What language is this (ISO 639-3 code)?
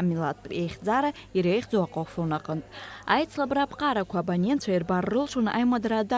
abk